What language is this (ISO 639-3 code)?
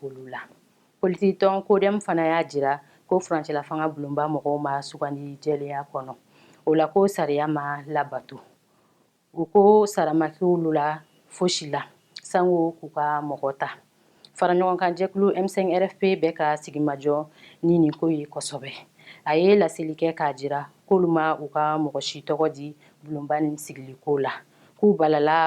bam